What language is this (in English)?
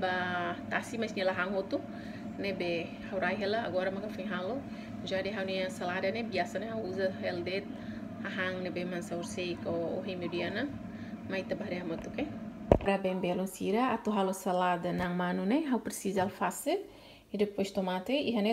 Tetum